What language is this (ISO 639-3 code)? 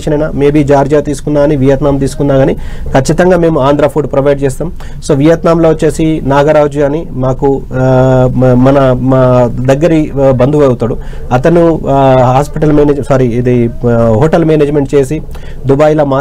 tel